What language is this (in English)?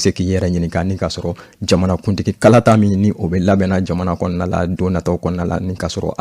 Bambara